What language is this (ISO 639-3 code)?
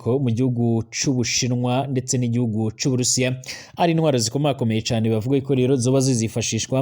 run